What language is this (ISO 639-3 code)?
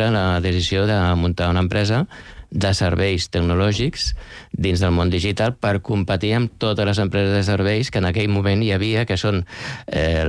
cat